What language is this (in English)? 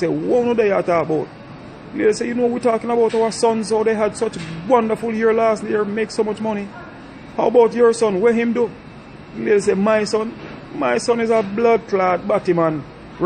Jamaican Creole English